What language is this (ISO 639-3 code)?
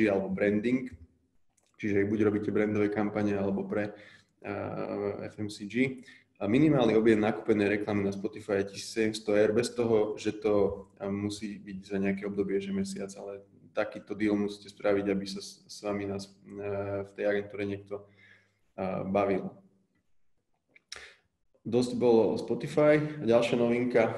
slk